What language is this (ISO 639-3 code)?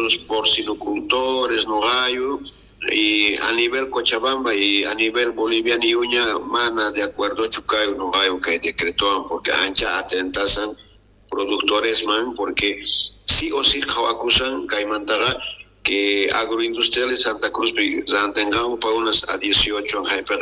quh